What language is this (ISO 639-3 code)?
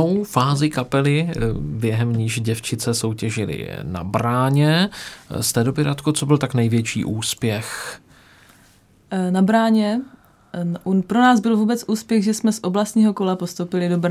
ces